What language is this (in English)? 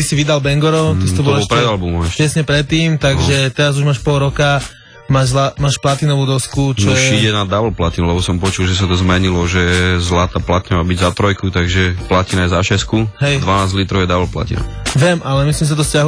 Slovak